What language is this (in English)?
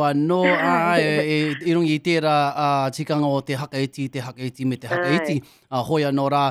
Māori